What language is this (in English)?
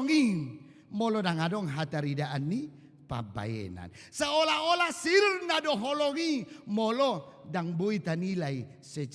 Batak Toba